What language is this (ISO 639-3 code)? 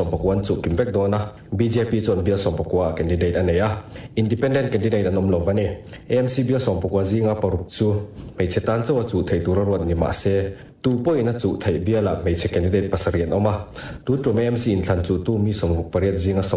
lus